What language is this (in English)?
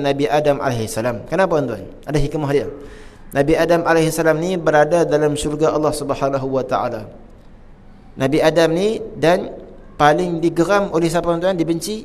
Malay